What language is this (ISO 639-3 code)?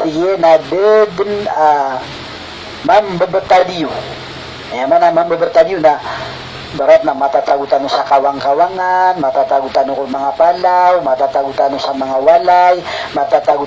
mrw